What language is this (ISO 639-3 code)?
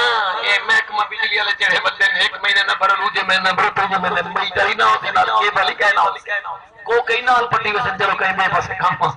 skr